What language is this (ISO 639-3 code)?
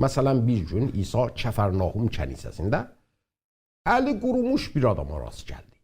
azb